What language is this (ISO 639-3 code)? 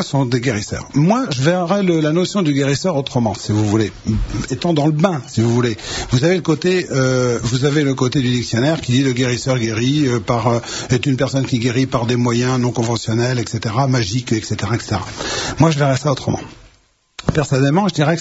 fra